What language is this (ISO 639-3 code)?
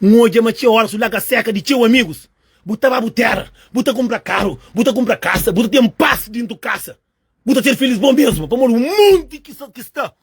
kea